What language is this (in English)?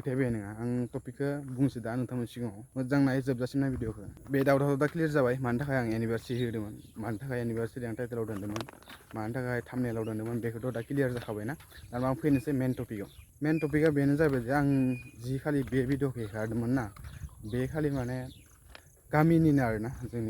Bodo